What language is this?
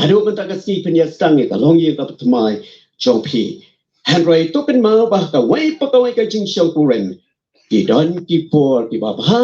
Khasi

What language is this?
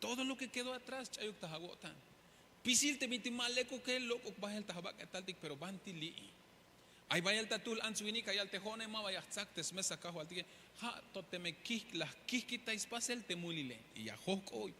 Tzeltal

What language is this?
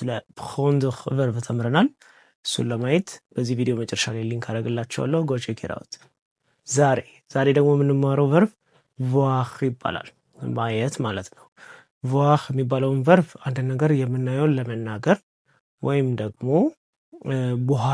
Amharic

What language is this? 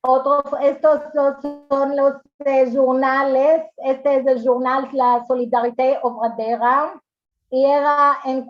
Ladino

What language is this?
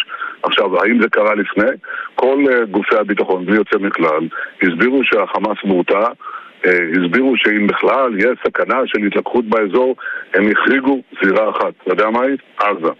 Hebrew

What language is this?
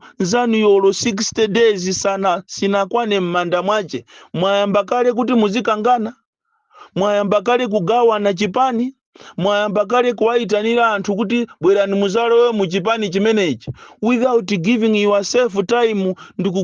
Nyanja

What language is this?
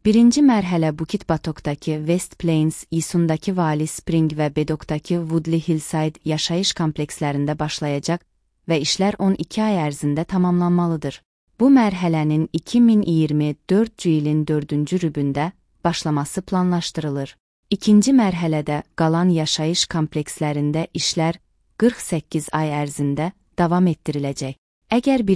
Azerbaijani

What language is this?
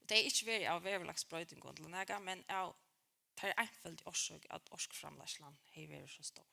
Faroese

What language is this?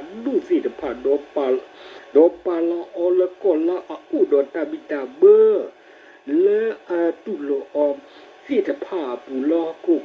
S'gaw Karen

